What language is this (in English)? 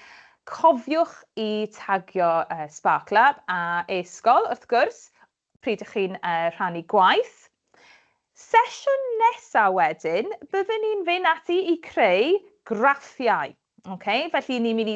Welsh